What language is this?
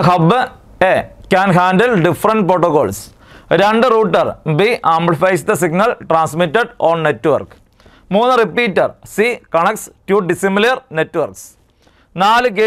Malayalam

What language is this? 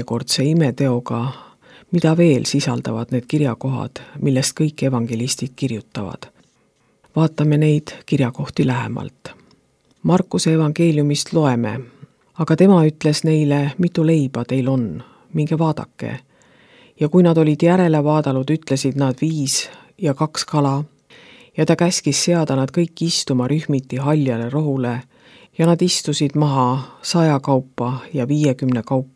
Estonian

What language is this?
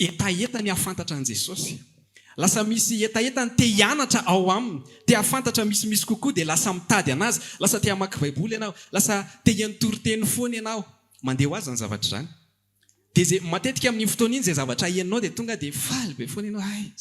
Malagasy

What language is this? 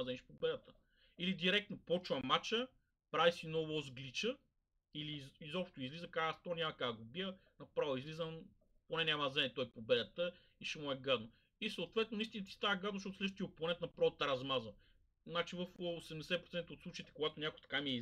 Bulgarian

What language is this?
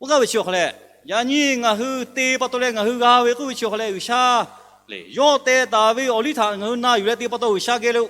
Lahu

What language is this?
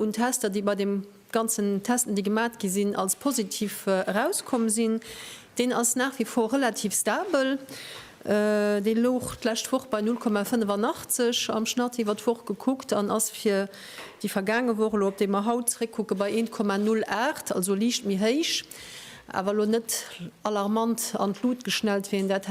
Luxembourgish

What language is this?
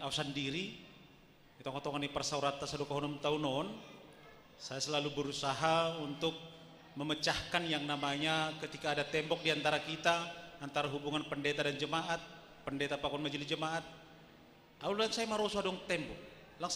Batak Simalungun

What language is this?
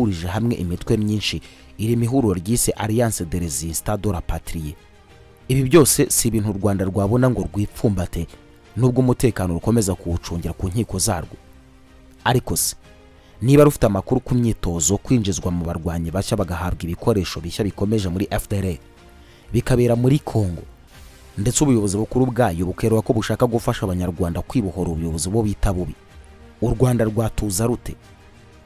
Kinyarwanda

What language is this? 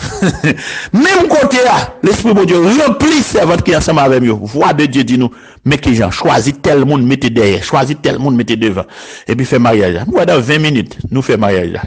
Haitian Creole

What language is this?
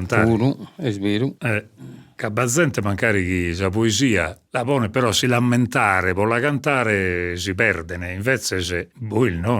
Sardinian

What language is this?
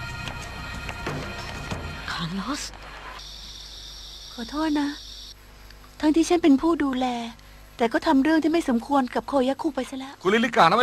Thai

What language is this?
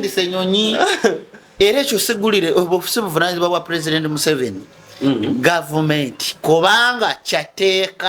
Ganda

